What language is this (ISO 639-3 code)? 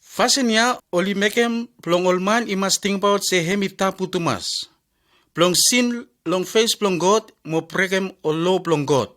bis